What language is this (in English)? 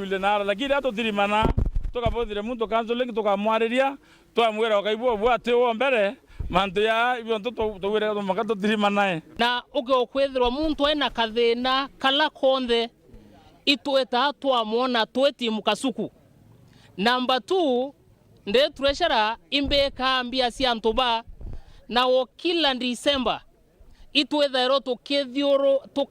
Meru